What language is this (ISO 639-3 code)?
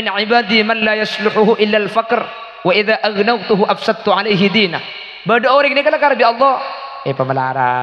mad